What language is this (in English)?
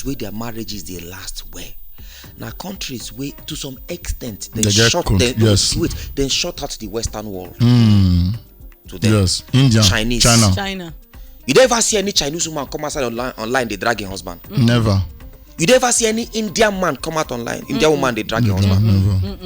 Nigerian Pidgin